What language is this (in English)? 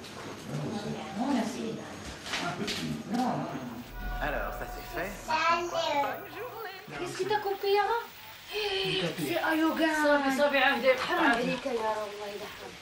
French